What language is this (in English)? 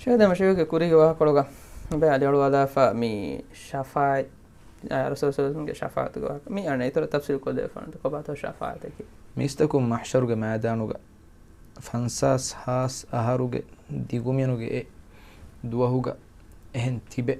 Divehi